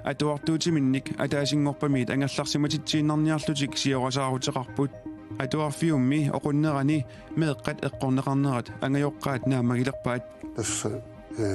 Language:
Kalaallisut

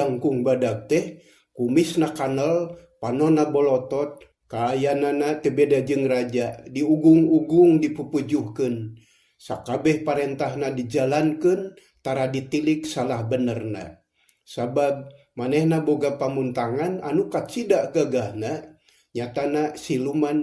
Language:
Sundanese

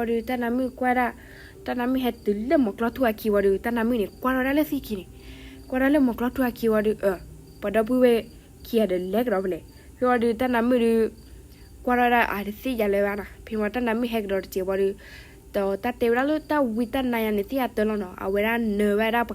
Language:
S'gaw Karen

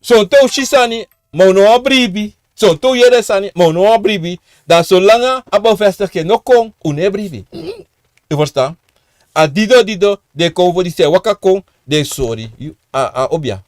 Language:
Sranan Tongo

